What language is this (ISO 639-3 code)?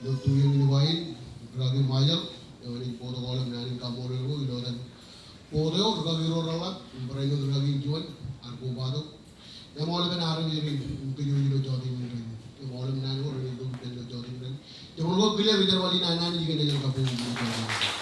mah